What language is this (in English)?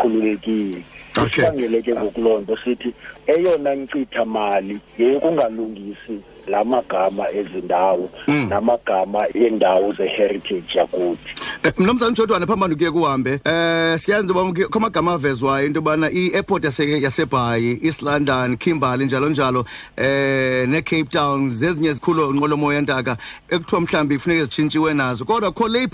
Xhosa